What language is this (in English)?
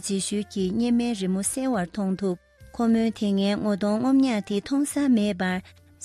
Tibetan